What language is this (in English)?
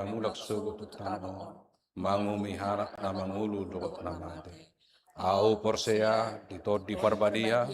Batak Toba